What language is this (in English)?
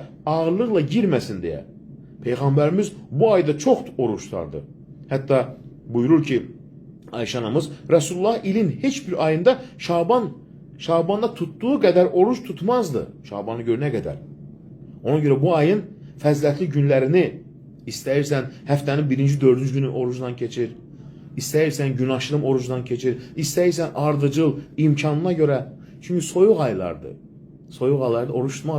Azerbaijani